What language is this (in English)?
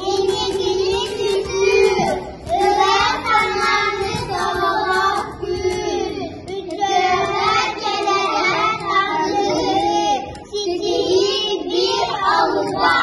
Yakut